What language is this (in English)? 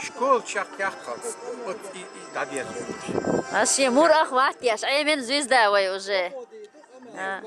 Chechen